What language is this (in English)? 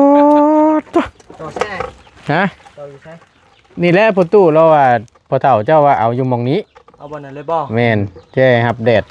Northeastern Thai